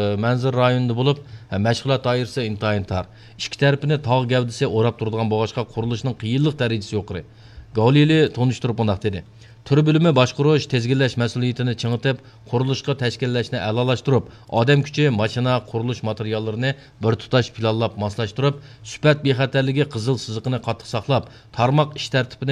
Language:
Uyghur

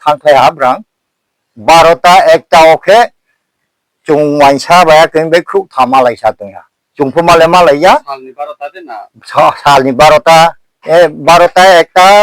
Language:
Riang (India)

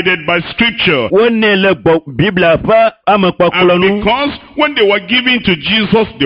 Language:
Ewe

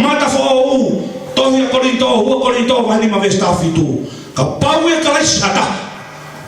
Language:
Tongan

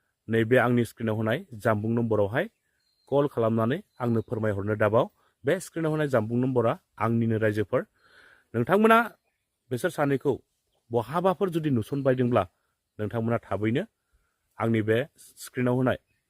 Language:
Bodo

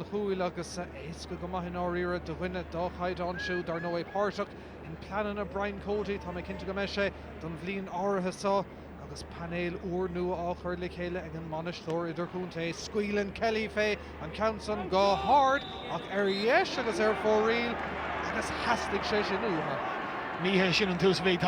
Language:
Irish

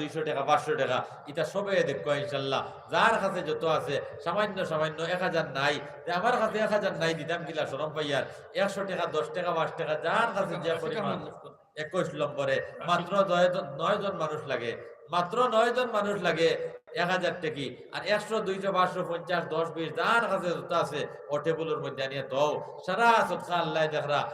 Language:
Sylheti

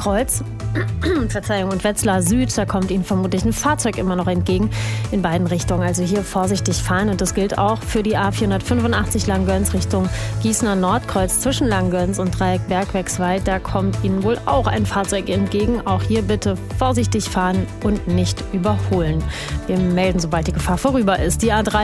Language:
German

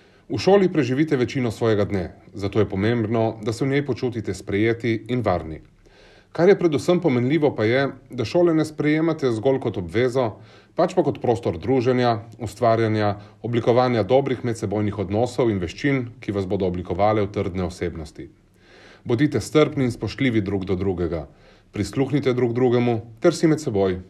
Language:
Slovenian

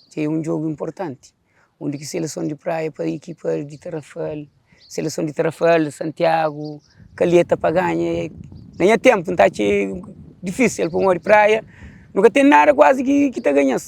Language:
Kabuverdianu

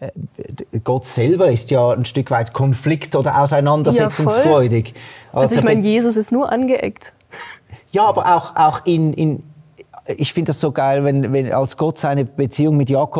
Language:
Swiss German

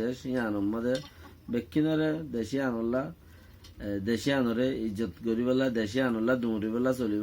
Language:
Rohingya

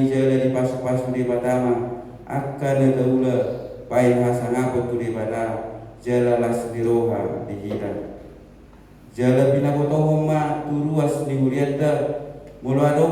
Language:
Batak Toba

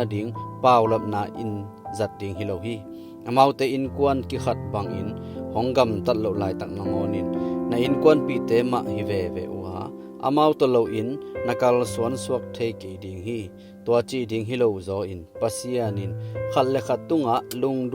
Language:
Tedim Chin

